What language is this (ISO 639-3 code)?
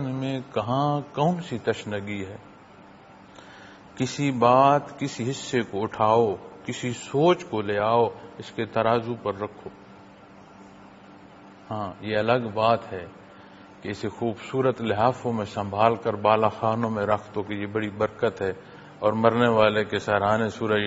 urd